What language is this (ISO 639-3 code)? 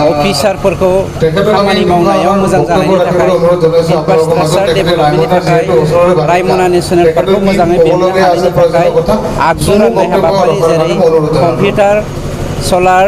brx